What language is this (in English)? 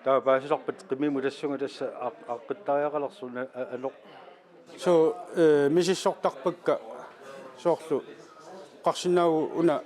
Kalaallisut